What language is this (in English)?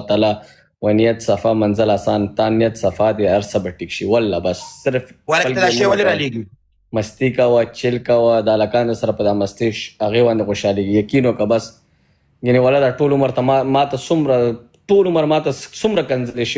Pashto